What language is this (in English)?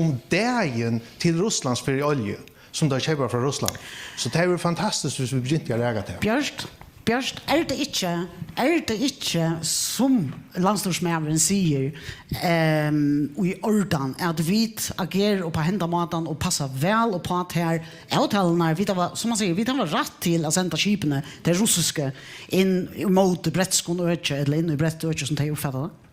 Faroese